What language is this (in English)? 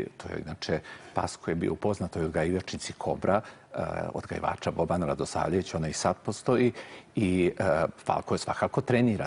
Serbian